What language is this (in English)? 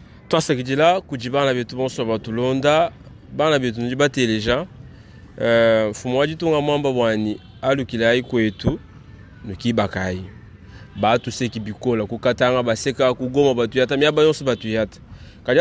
Luba-Lulua